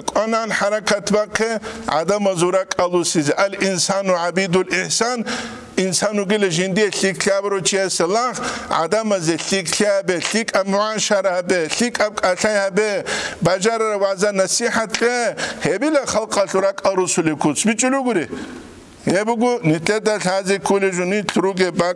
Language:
Avaric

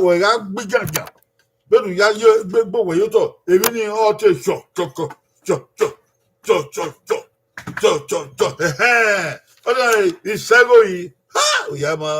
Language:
Bini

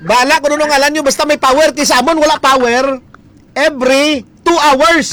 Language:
Hiligaynon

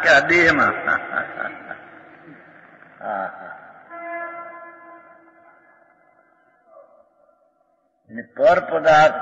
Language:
Gujarati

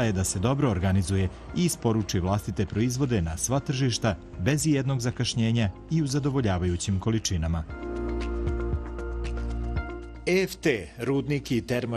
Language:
Serbian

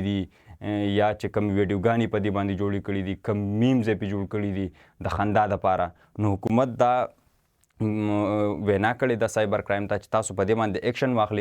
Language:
Pashto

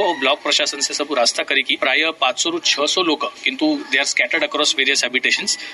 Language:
Odia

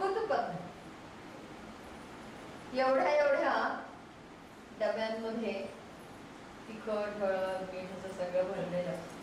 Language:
Marathi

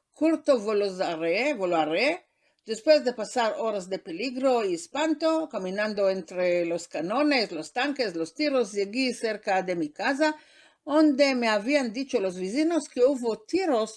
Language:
Ladino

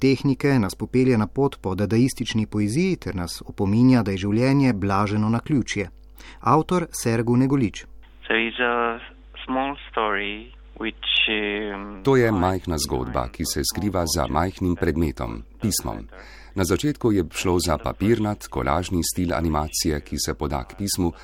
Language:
Slovenian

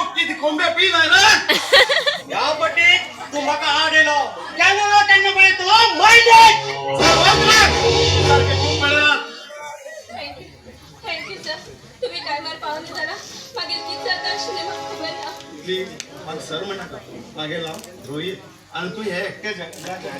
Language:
Konkani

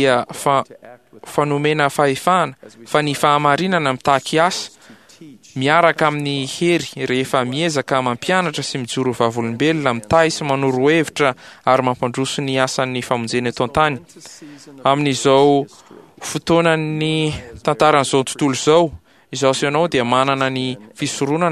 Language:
Malagasy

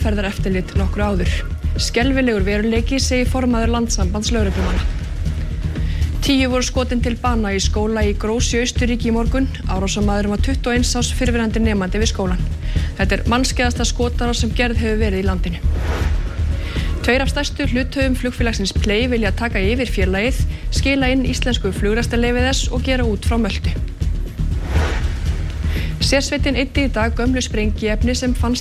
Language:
Icelandic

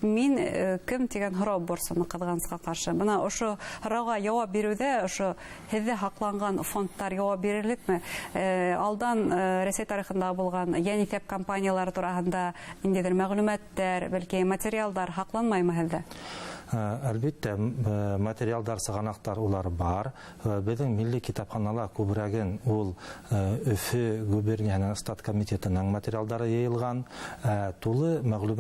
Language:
Bashkir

